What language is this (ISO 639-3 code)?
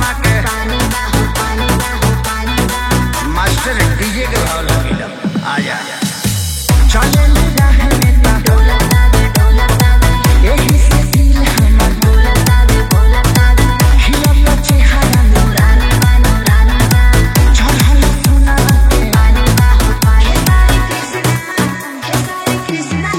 bho